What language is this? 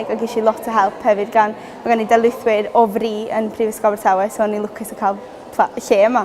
Welsh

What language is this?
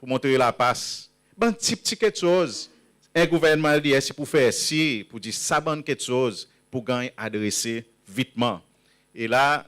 Seselwa Creole French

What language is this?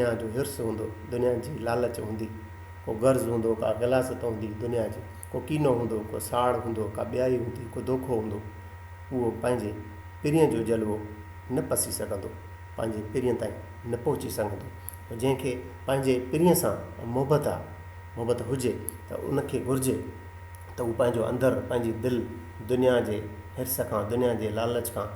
Sindhi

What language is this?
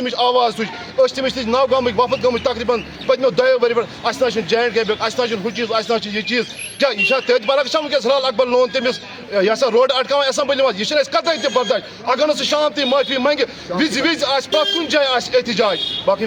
Kashmiri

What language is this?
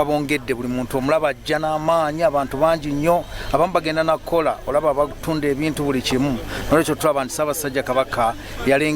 Ganda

